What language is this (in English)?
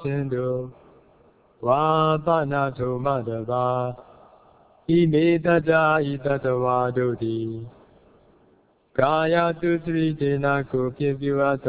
Burmese